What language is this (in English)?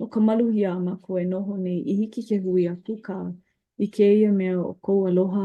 Hawaiian